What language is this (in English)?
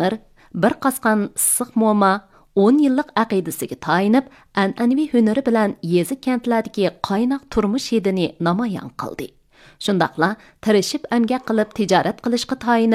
Uyghur